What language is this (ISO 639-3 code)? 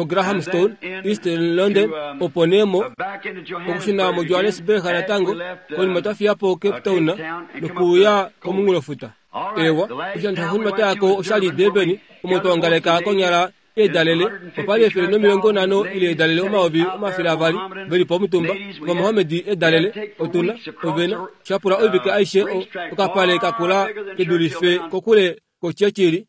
kua